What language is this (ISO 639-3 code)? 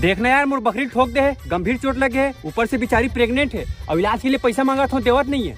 hne